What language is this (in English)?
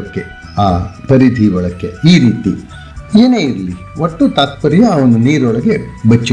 Kannada